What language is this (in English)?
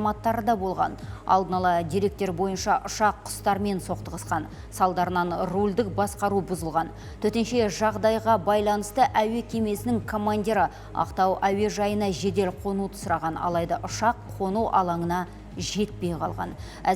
Kazakh